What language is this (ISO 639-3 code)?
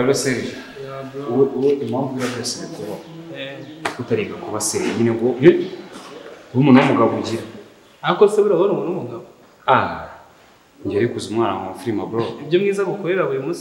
kin